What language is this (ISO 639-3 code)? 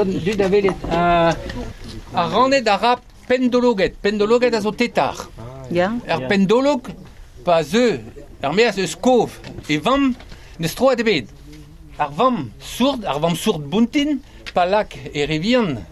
bre